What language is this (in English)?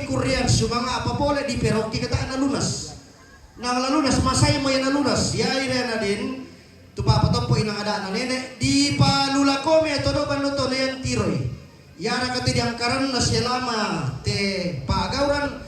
Toraja-Sa'dan